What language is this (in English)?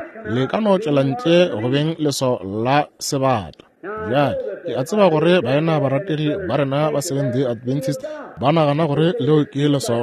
Northern Sotho